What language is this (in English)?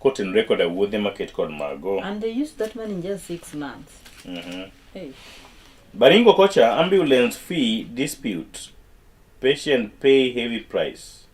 Luo (Kenya and Tanzania)